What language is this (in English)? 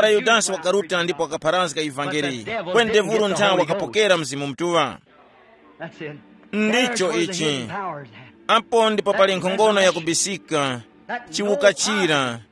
Tumbuka